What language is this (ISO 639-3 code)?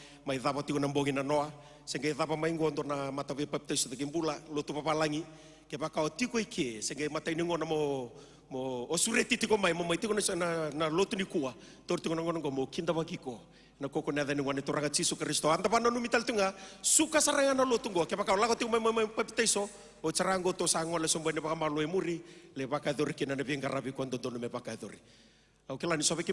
fij